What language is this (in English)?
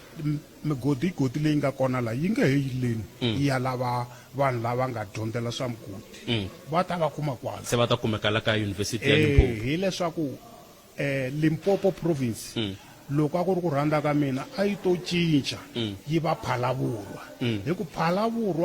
Tsonga